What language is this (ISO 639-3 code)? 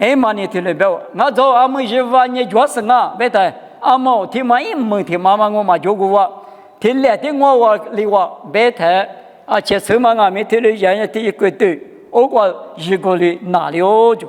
lis